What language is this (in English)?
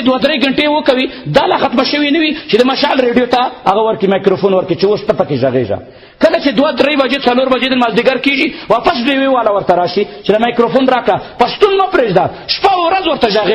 Pashto